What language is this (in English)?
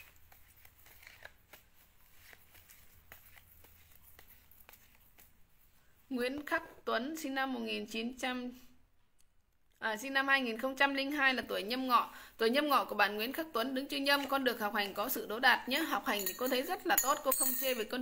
Vietnamese